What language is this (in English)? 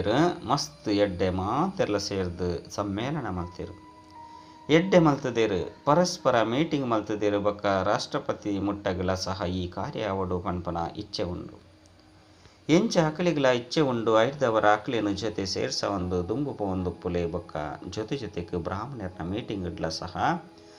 Tulu